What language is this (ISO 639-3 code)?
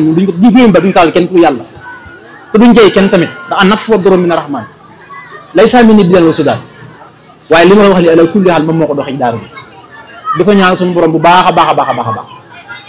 wol